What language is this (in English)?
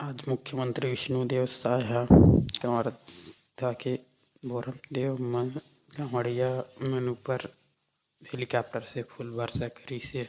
Chhattisgarhi